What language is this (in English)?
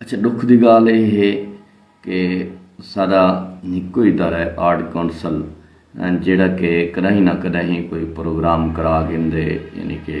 Saraiki